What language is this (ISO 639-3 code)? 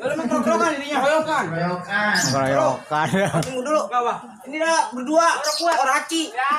bew